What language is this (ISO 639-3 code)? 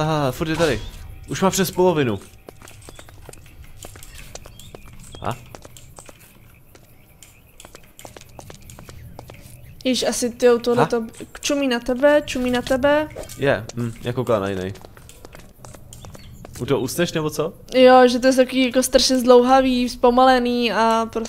ces